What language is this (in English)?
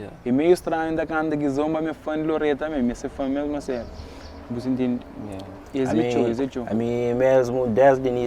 Kabuverdianu